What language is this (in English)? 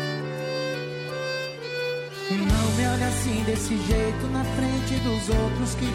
Portuguese